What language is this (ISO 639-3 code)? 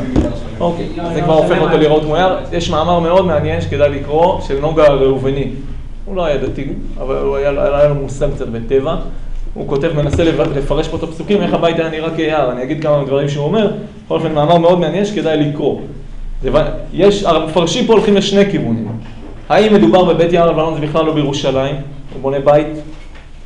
heb